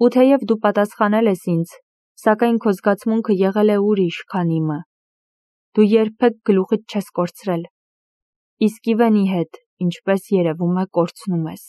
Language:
Armenian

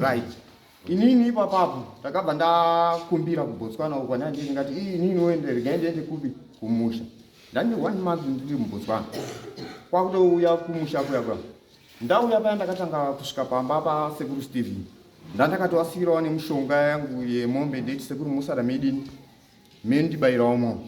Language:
Shona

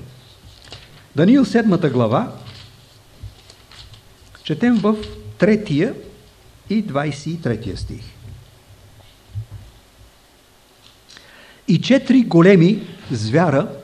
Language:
Bulgarian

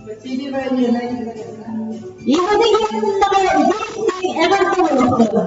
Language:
Yakut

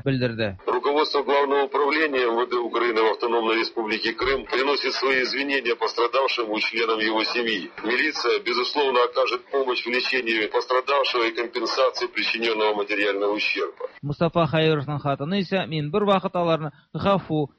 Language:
Tatar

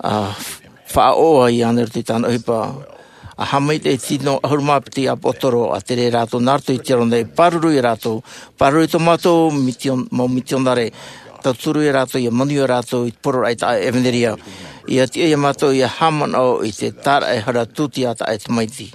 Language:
Tahitian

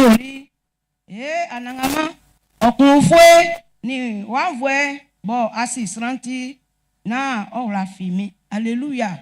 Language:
Baoulé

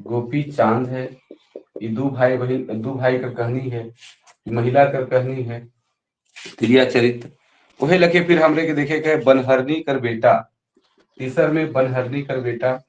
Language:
Sadri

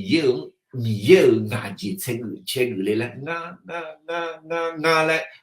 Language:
Akha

